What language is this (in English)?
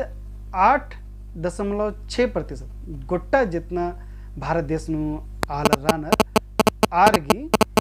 Kurukh